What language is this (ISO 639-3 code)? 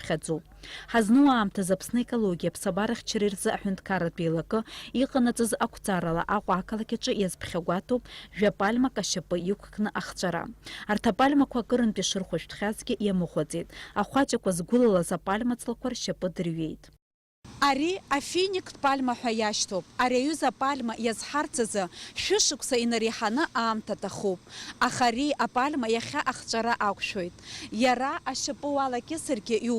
abk